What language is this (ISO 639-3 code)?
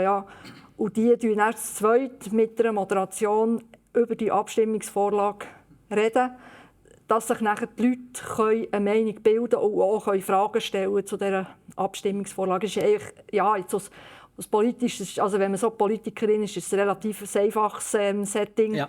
gsw